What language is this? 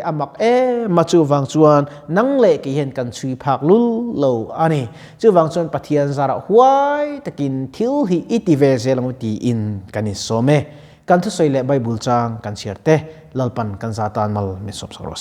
Mizo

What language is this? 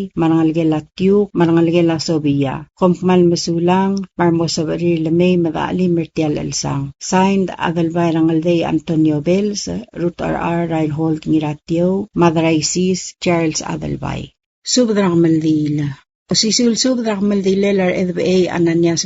Palauan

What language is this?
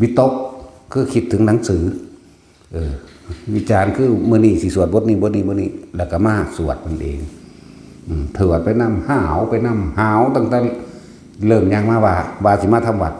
Northeastern Thai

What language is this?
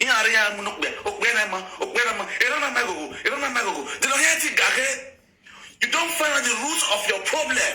Nigerian Pidgin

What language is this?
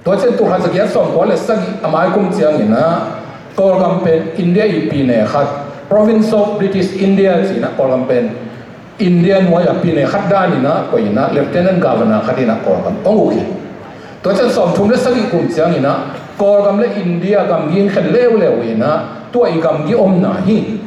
Tedim Chin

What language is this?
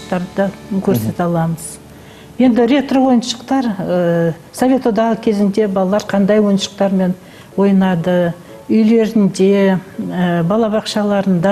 Kazakh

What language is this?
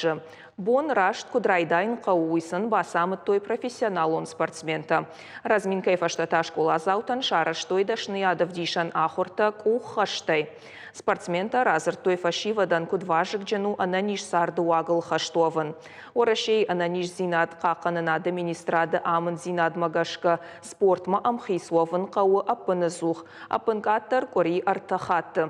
Ossetic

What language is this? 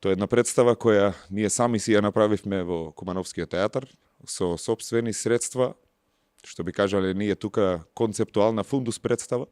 Macedonian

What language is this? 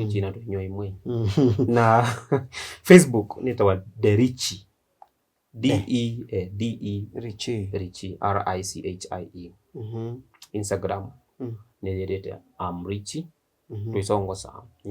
Kamba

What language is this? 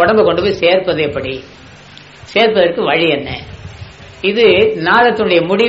Tamil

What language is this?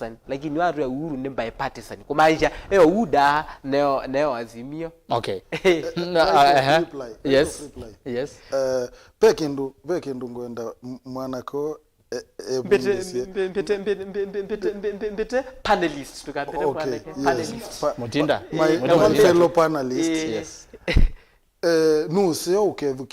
Kamba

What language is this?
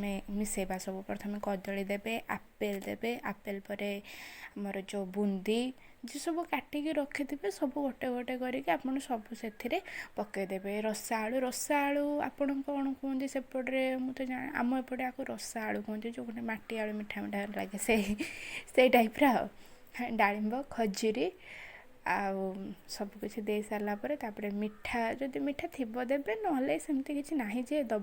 Odia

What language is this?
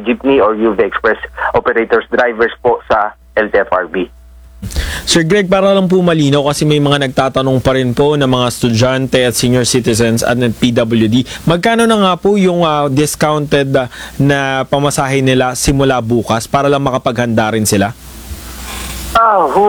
Filipino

